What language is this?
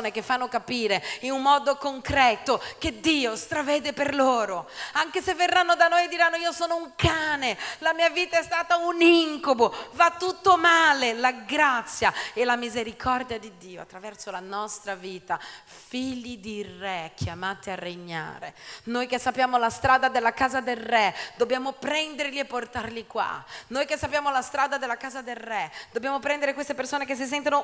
Italian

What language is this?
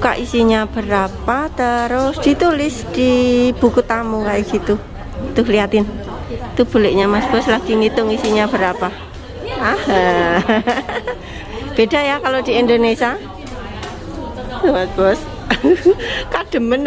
Indonesian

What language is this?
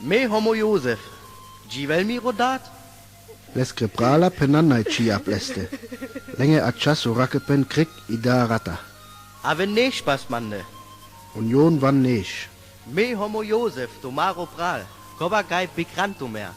Sinte Romani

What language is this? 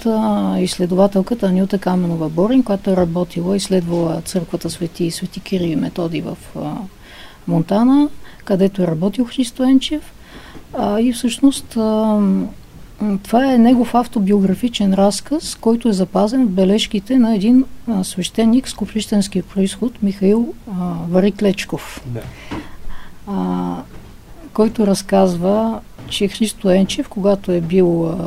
Bulgarian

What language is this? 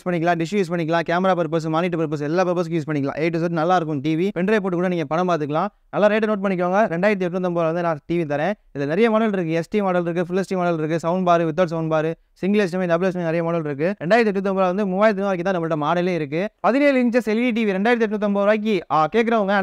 Tamil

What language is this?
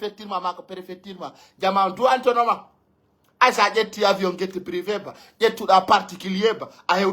Pular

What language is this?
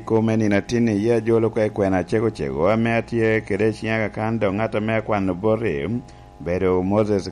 Lango (Uganda)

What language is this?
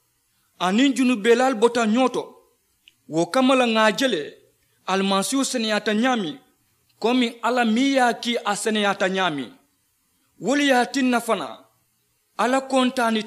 Mandingo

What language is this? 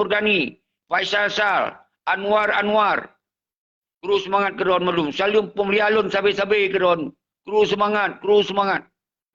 Achinese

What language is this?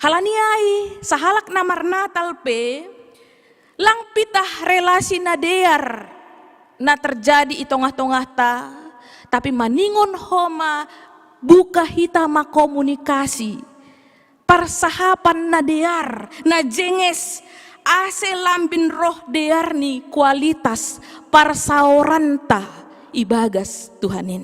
Batak Simalungun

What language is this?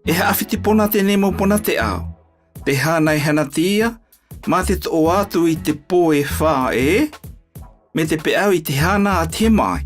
South Marquesan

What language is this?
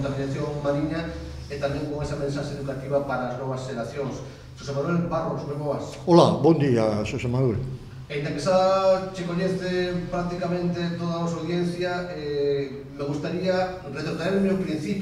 Galician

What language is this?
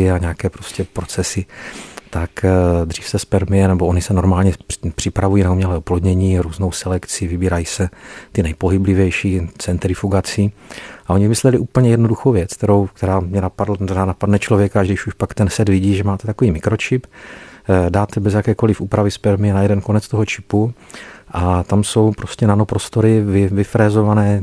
Czech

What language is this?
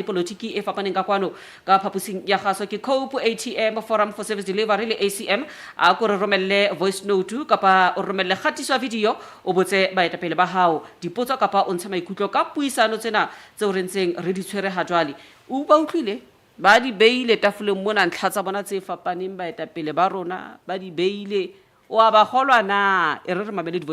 Southern Sotho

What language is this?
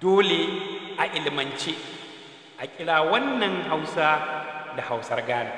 Hausa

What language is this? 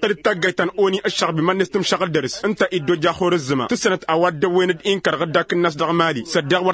Tamasheq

